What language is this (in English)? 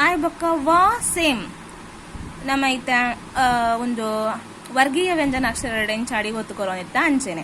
Tulu